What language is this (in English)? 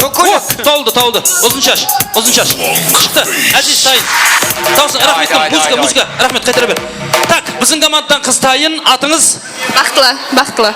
Kara-Kalpak